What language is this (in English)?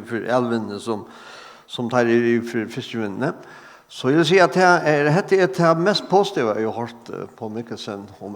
Faroese